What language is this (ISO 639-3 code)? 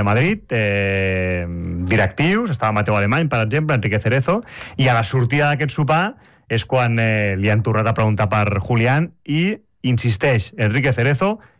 cat